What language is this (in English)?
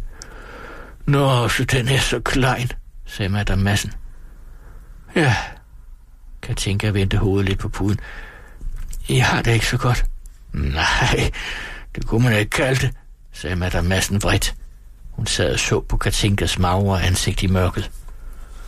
Danish